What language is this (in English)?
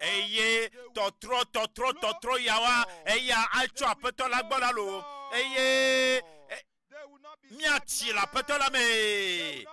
Ewe